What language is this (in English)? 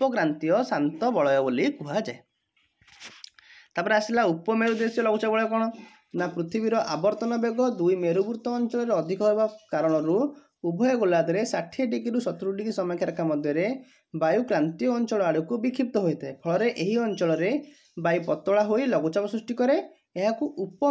Odia